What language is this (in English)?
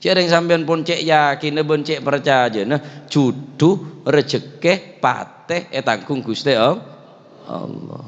Madurese